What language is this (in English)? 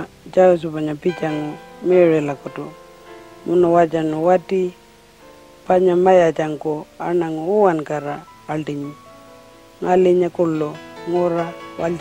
Pitjantjatjara